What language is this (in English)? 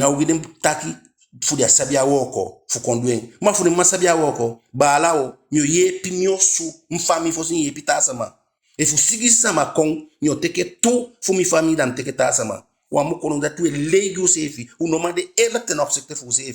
Eastern Maroon Creole